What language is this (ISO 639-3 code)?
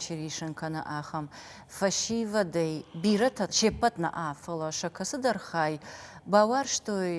oss